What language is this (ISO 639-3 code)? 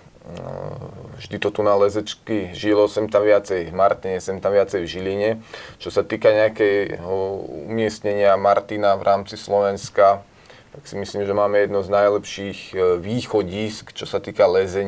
slk